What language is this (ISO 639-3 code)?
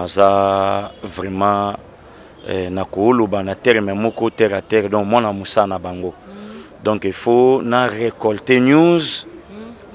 lin